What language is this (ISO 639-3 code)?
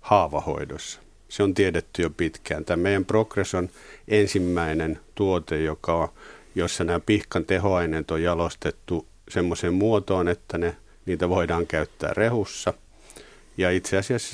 fin